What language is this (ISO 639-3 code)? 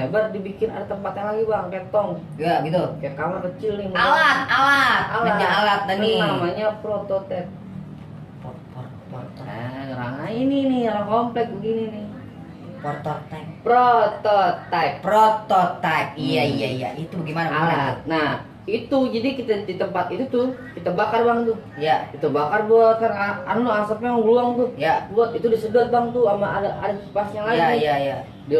bew